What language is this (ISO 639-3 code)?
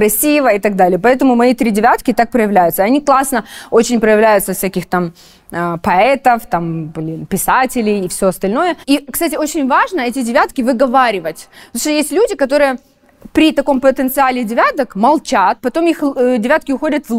rus